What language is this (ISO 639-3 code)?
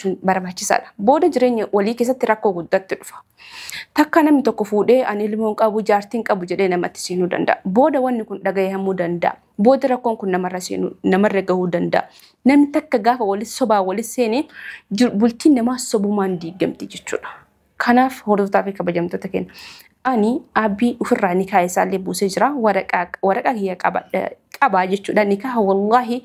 orm